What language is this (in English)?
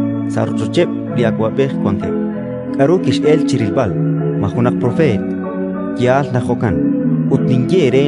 Kekchí